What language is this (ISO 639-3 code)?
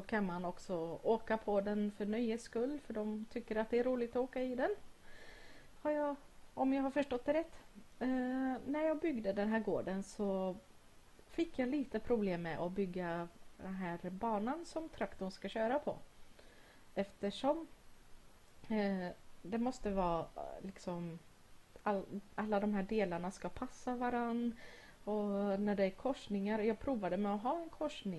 swe